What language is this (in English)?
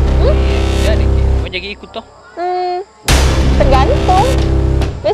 Makassar Malay